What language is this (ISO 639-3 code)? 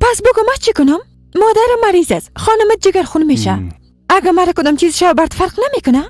fas